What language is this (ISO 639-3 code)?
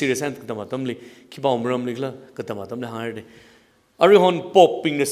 nmf